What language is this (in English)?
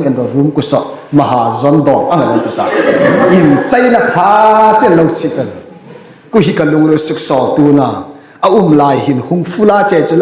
Hmar